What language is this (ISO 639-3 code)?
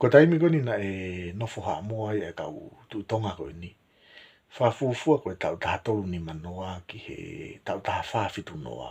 ton